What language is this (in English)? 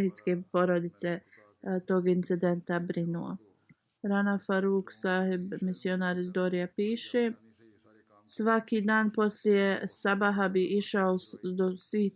Bosnian